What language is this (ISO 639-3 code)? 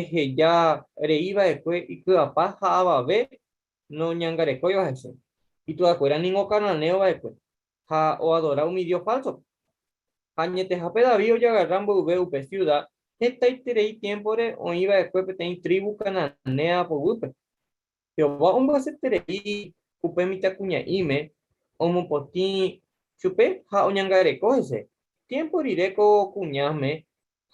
grn